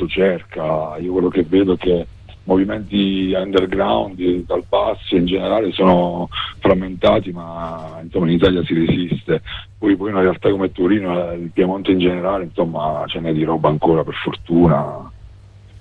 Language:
Italian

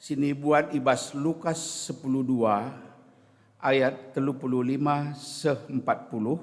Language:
Batak Karo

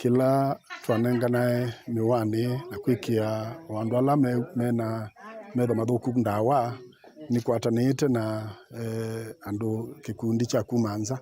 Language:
Kamba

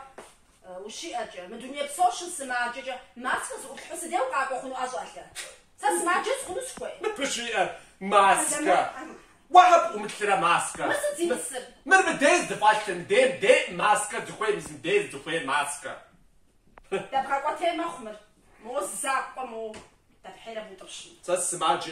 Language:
Kabardian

